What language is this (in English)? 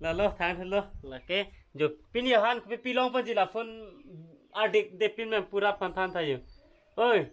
Karbi